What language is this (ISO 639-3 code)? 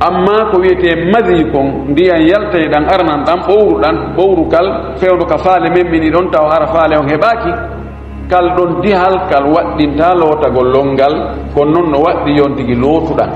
ful